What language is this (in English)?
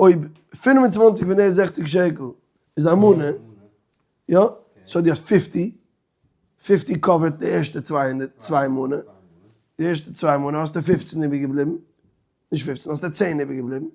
Yiddish